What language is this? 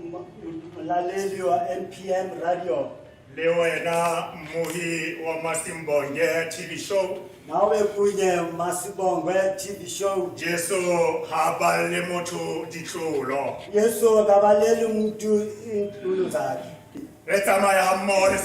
Southern Sotho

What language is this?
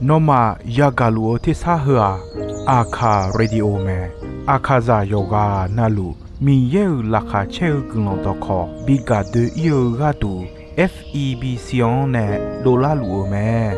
Akha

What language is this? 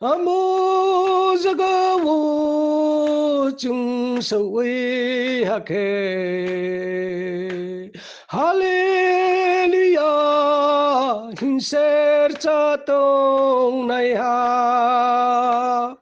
Riang (India)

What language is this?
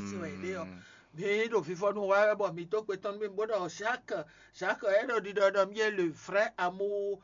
Fon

